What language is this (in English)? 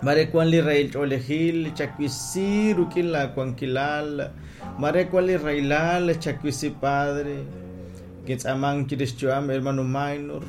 Kekchí